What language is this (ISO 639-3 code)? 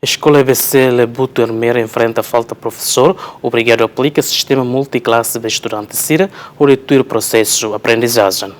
tet